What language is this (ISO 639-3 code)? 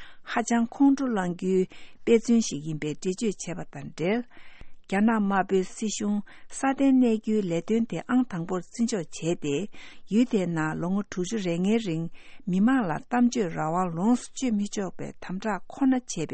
bod